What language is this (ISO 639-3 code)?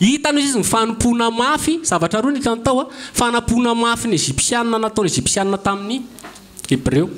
mlg